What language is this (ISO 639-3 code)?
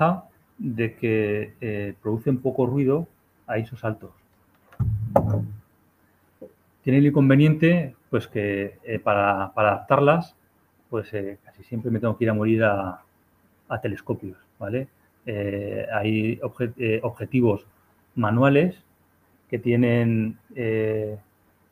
spa